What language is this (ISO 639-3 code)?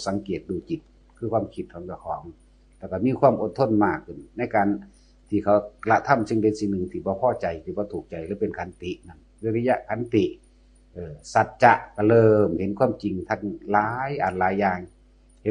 tts